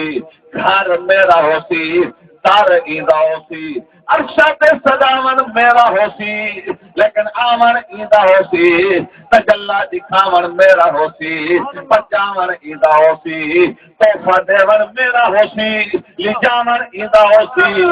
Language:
Saraiki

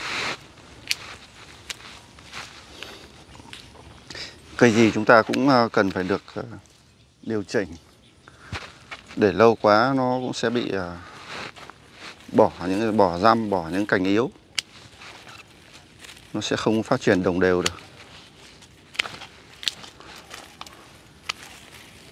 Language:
Vietnamese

